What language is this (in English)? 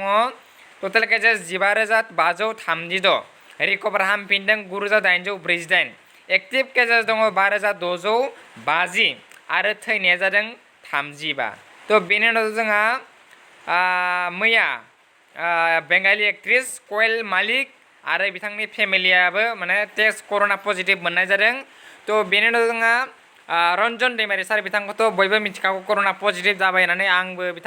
Bodo